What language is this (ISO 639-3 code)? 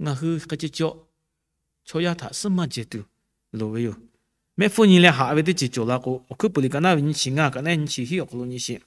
lhu